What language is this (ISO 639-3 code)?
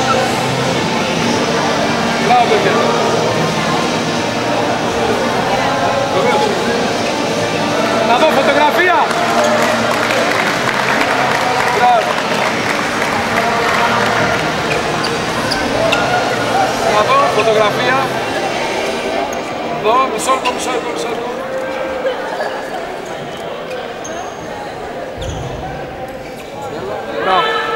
ell